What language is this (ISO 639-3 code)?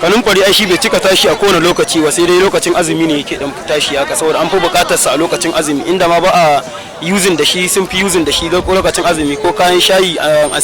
hau